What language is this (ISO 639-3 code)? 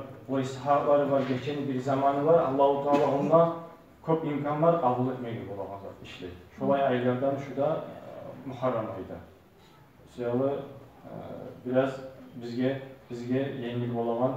kum